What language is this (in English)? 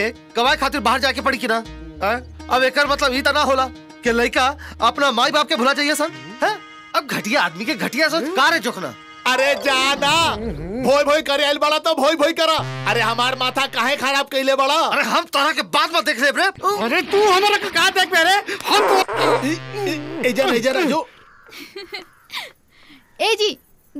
Bhojpuri